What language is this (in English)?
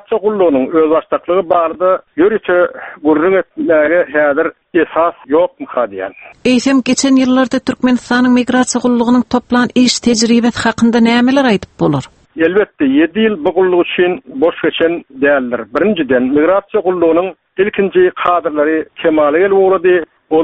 Turkmen